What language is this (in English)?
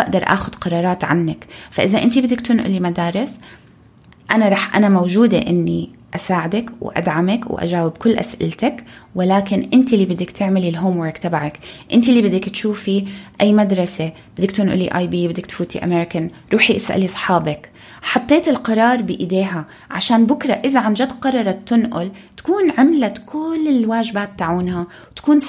North Levantine Arabic